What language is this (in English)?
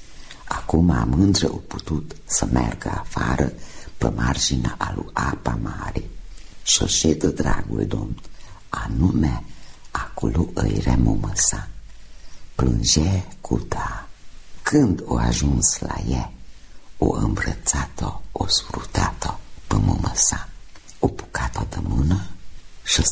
Romanian